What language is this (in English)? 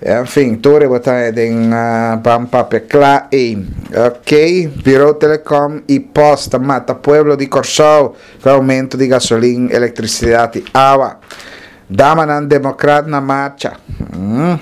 Papiamento